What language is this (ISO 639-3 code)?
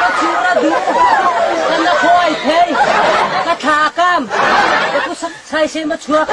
cnh